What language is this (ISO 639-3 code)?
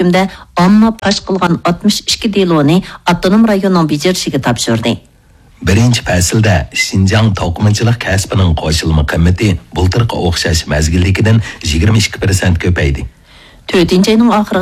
uig